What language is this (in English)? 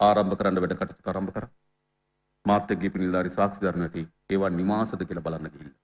Sinhala